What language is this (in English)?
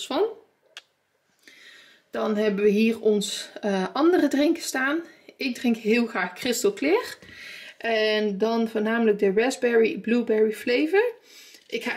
Dutch